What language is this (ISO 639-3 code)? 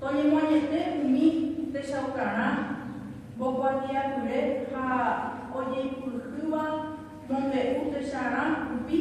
grn